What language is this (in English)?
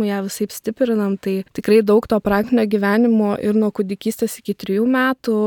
Lithuanian